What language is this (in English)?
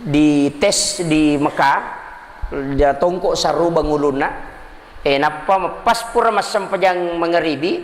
Buginese